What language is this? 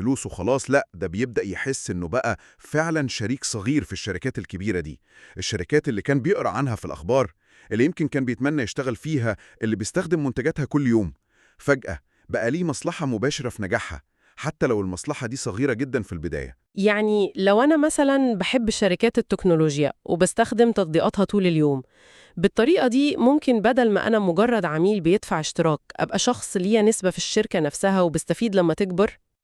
Egyptian Arabic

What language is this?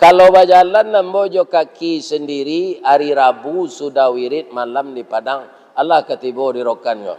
Minangkabau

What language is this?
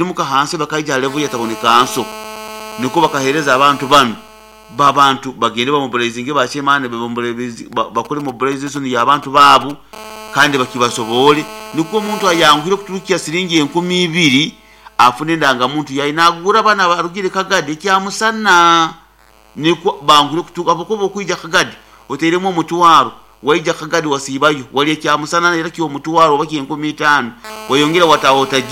Nyoro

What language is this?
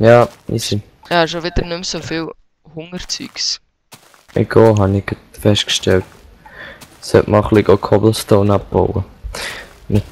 Swiss German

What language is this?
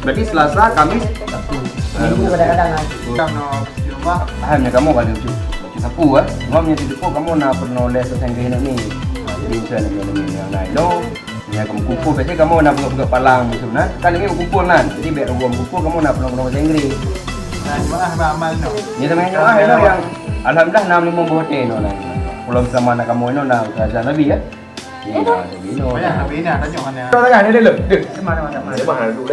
Achinese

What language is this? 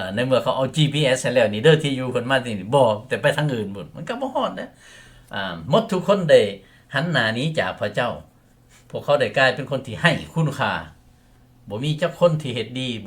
Lao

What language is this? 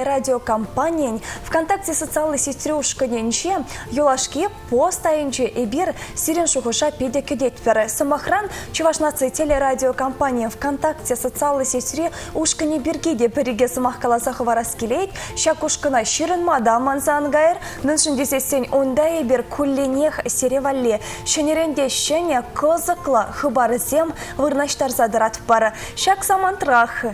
Chuvash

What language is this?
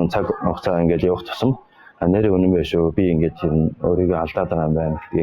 Mongolian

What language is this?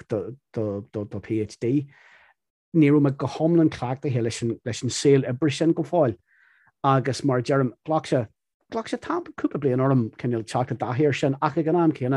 Irish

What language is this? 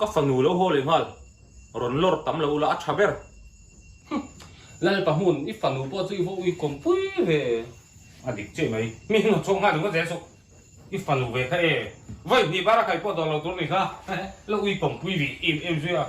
Mizo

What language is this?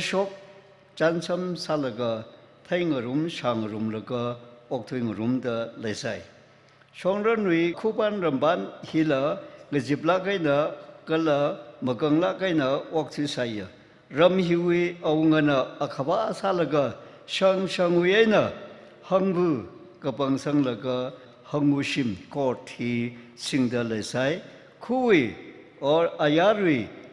Tangkhul Naga (India)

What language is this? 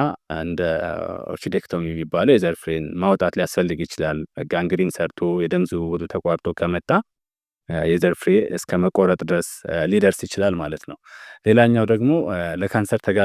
Amharic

